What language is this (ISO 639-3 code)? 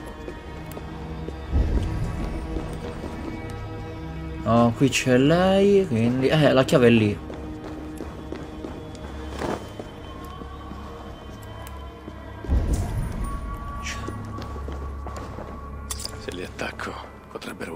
ita